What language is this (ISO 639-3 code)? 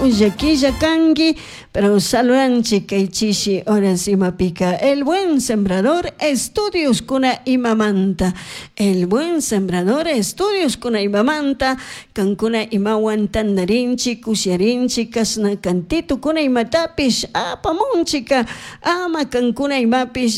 qug